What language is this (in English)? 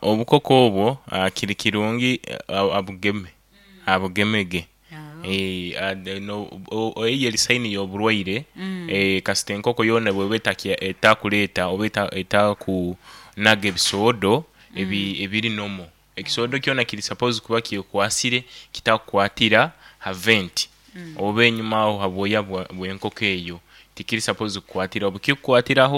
Nyoro